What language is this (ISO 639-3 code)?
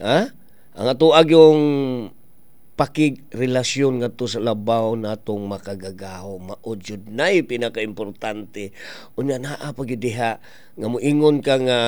ceb